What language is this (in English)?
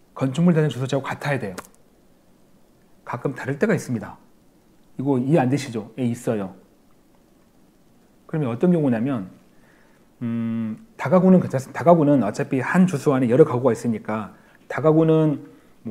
Korean